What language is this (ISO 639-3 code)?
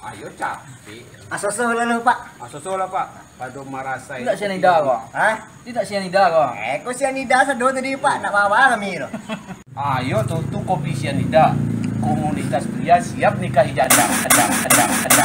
min